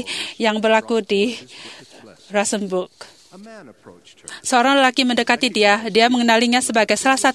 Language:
Malay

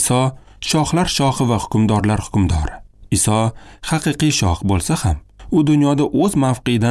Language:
Uzbek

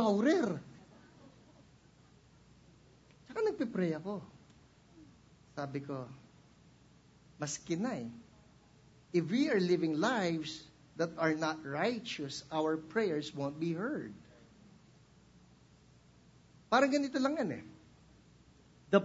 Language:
Filipino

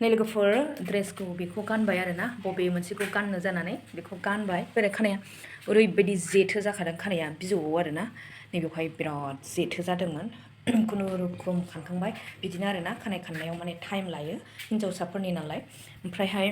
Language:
Bodo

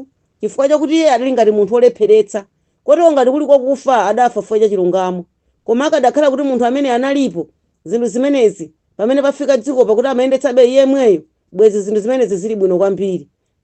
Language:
Nyanja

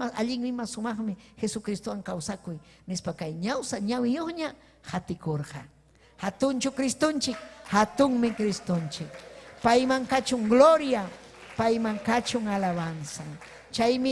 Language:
Ayacucho Quechua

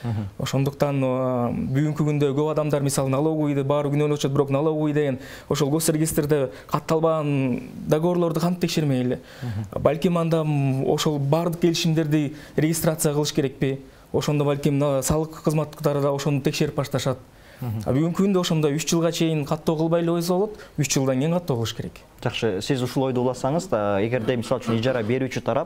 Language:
Kyrgyz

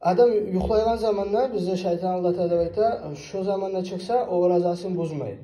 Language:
Kumyk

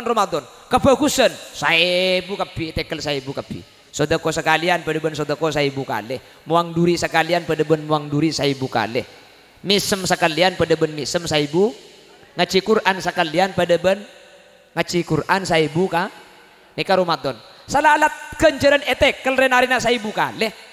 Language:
Madurese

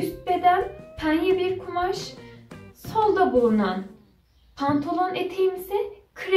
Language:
Turkish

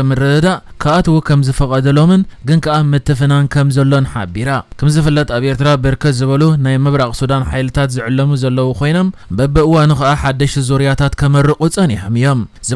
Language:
Tigrinya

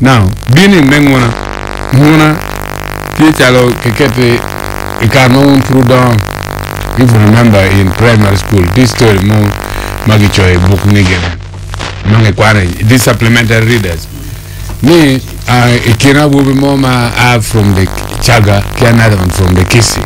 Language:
Acoli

